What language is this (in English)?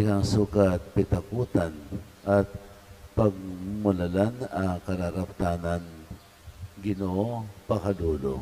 Pampanga